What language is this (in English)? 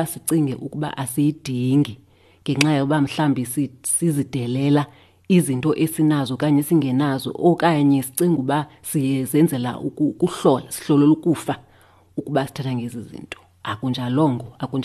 Xhosa